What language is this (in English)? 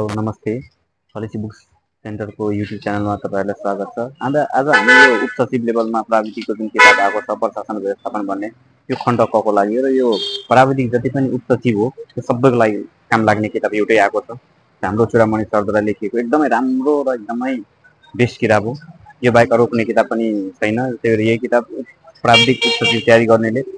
Nepali